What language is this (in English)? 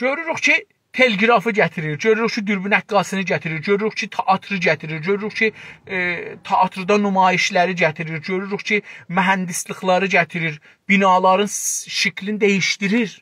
South Azerbaijani